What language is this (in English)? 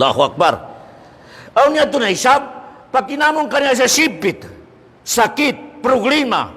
Tausug